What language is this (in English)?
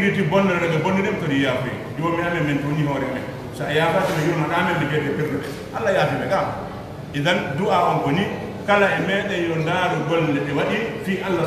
Fula